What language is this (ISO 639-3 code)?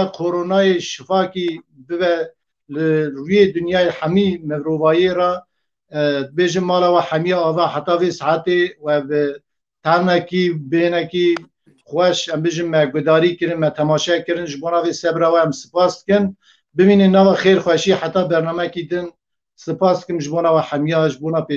kur